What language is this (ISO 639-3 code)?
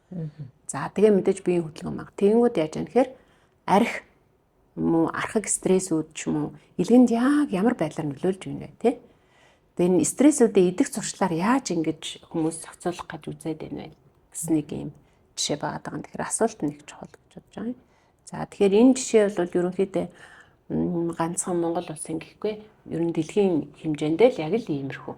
mon